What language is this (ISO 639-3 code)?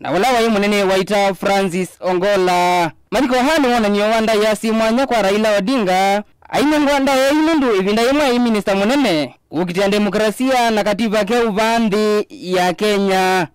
kam